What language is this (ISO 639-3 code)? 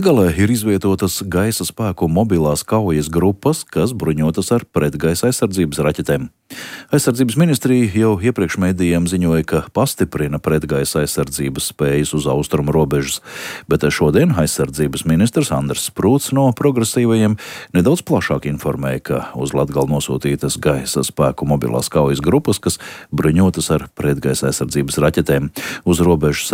lav